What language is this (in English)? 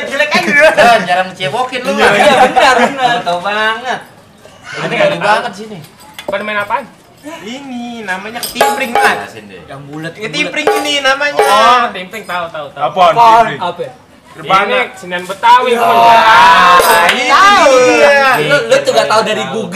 Betawi